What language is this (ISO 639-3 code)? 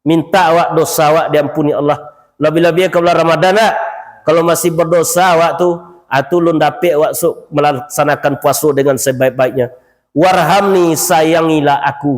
min